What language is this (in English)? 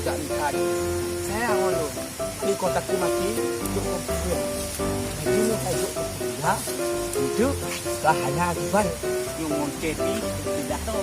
Achinese